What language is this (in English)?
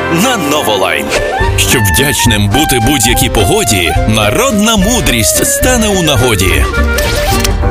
Ukrainian